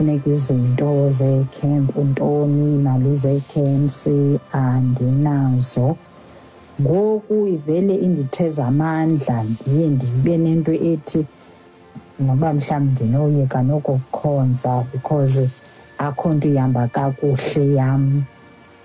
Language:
Xhosa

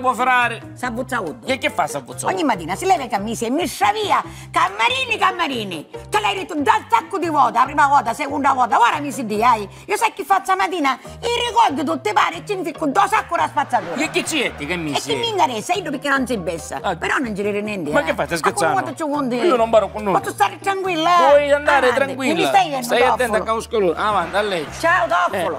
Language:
Sicilian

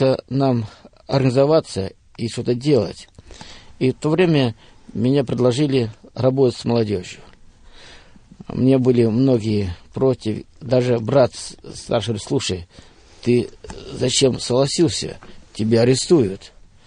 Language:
Russian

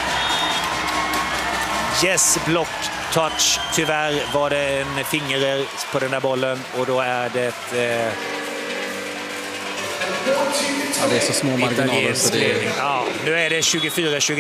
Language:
Swedish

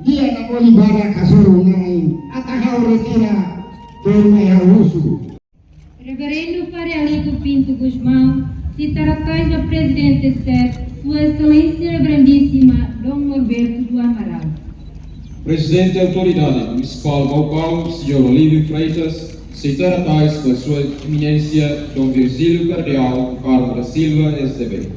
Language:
Tetum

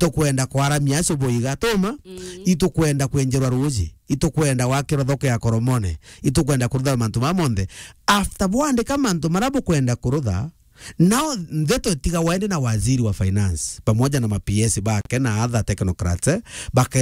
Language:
Meru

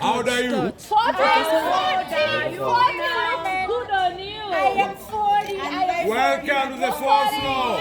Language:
Kikuyu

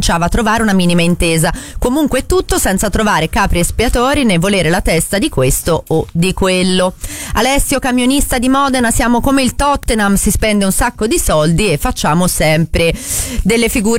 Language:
Italian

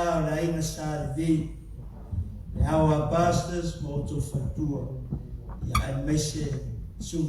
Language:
Samoan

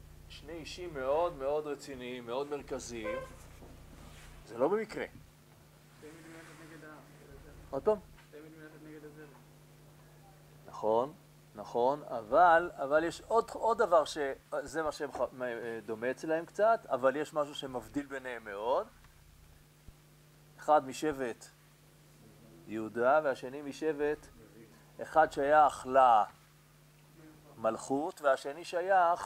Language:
Hebrew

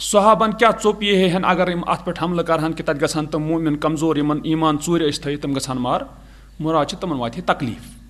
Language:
Kashmiri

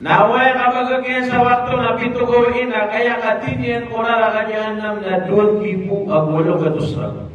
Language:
Maranao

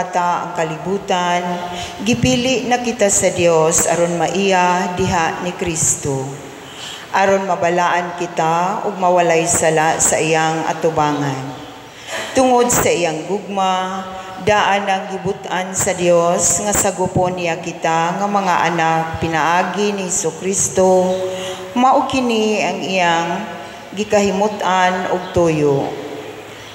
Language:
Cebuano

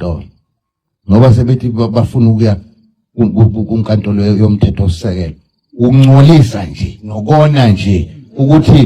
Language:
Zulu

